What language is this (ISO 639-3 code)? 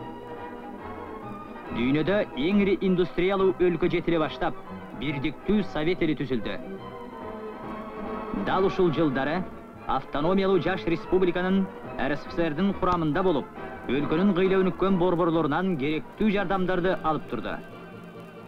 kir